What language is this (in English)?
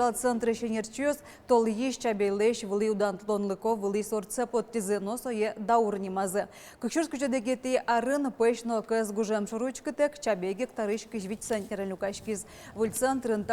Udmurt